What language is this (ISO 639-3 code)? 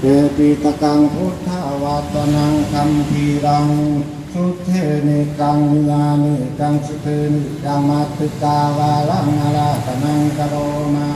pli